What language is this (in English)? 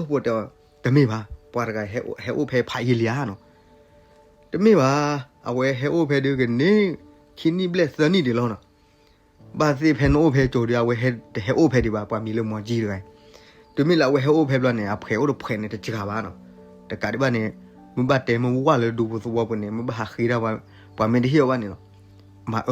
S'gaw Karen